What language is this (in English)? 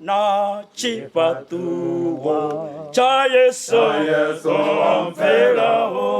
Venda